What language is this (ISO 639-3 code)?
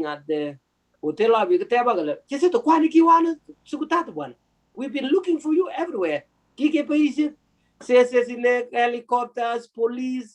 kln